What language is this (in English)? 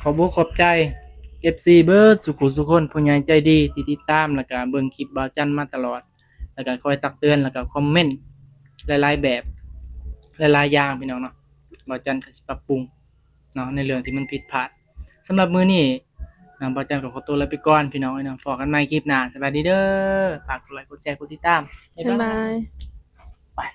Northeastern Thai